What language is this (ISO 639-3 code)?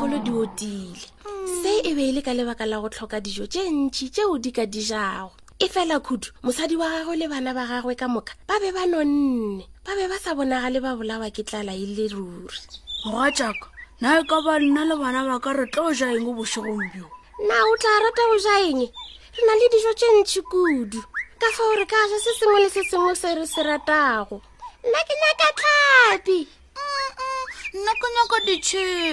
nso